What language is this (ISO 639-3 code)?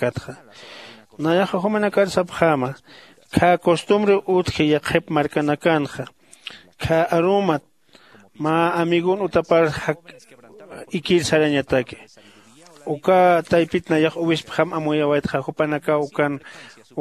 aym